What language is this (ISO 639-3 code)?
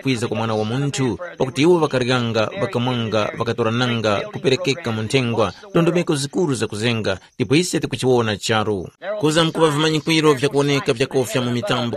tum